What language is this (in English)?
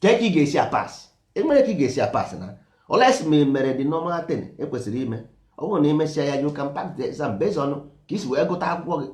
Igbo